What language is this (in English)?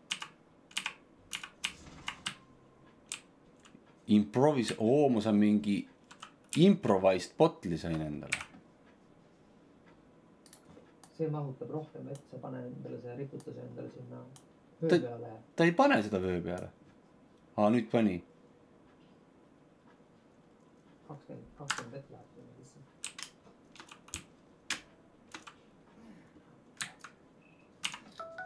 Estonian